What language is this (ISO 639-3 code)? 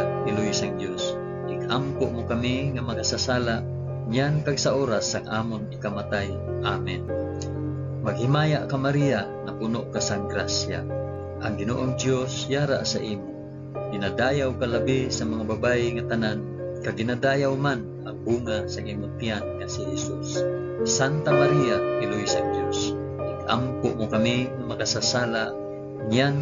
hil